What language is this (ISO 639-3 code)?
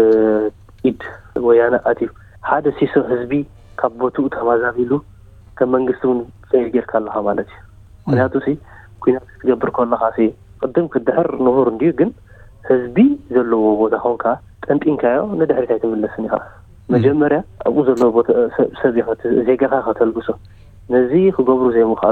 tir